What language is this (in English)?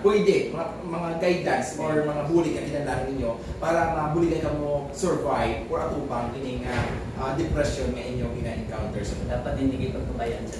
Hiligaynon